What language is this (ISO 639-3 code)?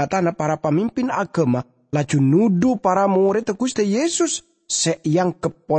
mad